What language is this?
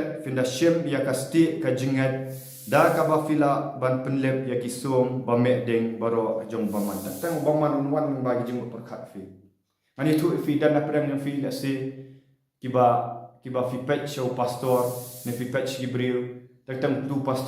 Khasi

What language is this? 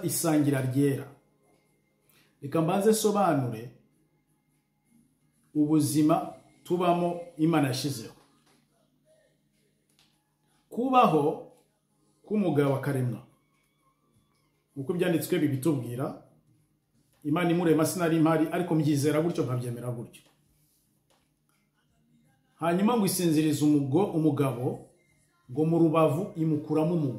Kinyarwanda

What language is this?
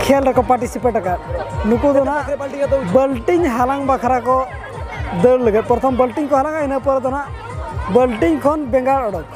Santali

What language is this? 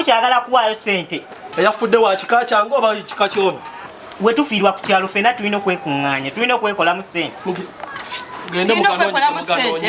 Ganda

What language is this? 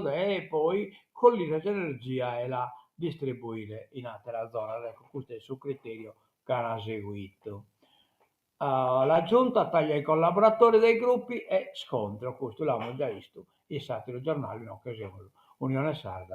Sardinian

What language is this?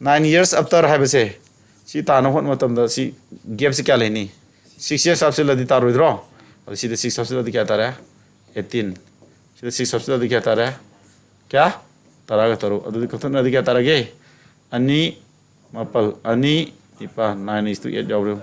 Manipuri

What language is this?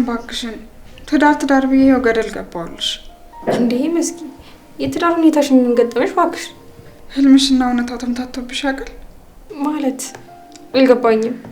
Amharic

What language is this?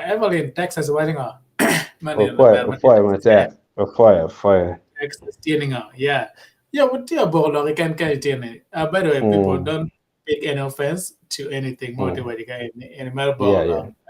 Acoli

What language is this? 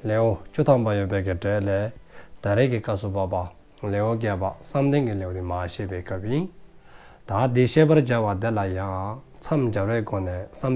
Dzongkha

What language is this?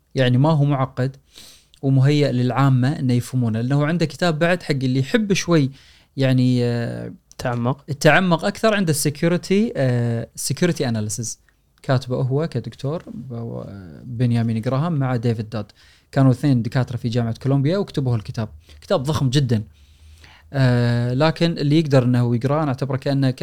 Gulf Arabic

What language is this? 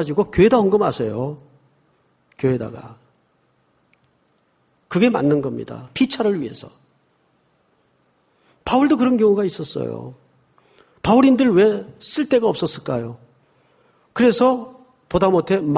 Korean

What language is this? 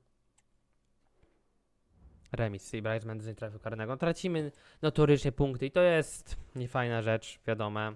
Polish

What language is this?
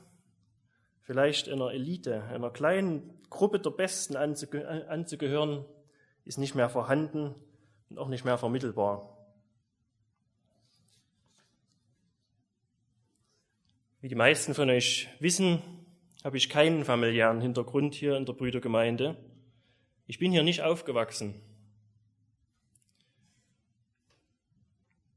German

